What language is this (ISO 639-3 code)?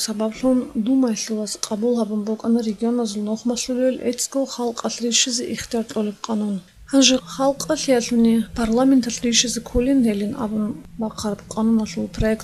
ava